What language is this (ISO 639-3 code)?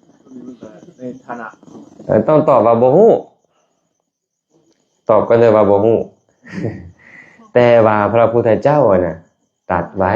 lao